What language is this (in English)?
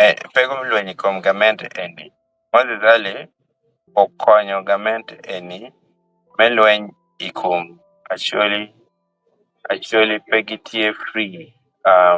Acoli